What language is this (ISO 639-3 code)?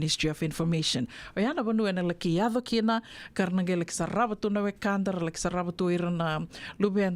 fij